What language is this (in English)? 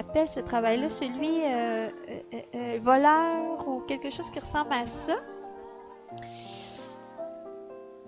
French